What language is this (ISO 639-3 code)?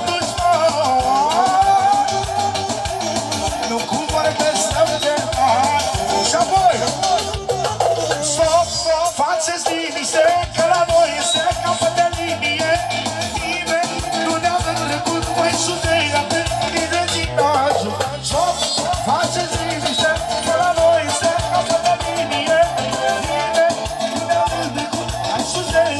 ron